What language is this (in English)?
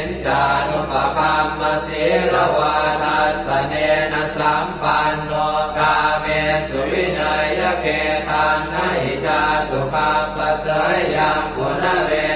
Pali